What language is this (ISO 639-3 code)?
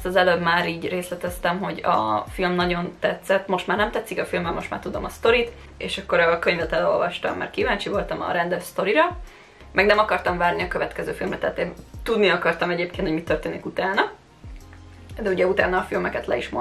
hun